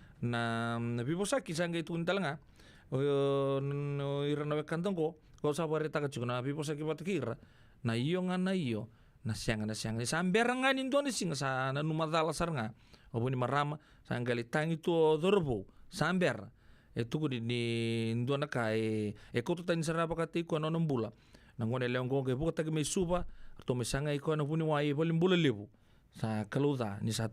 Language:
Fijian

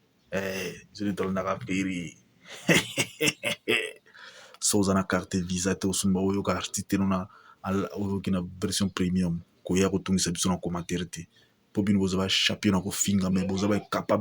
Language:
Lingala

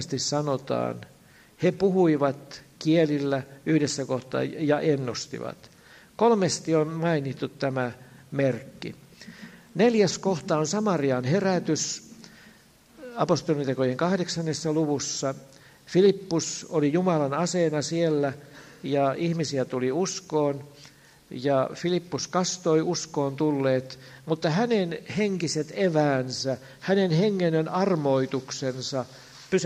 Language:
Finnish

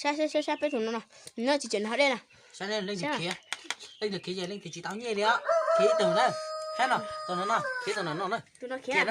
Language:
Hmong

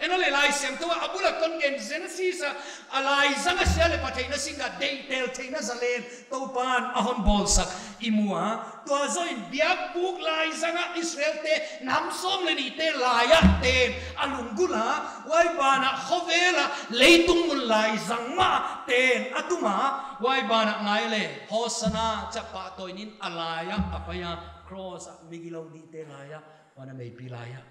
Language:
Paite Chin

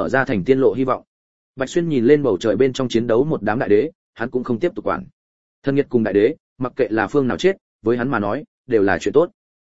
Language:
Vietnamese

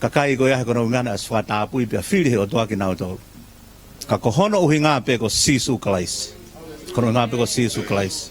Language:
Tongan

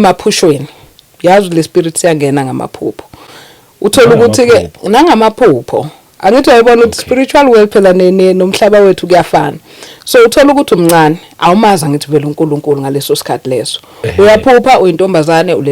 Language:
Zulu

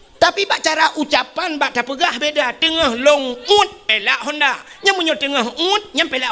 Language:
Achinese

